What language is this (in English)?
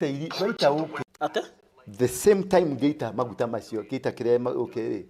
Kikuyu